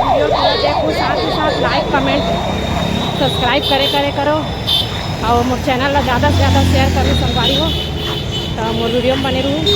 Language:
Chhattisgarhi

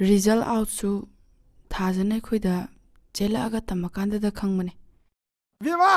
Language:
Manipuri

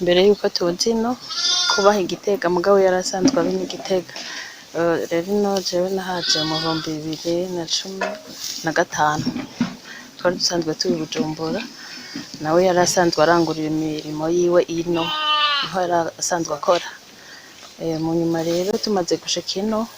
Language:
Rundi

